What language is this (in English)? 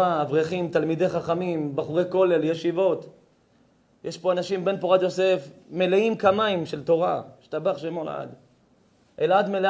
Hebrew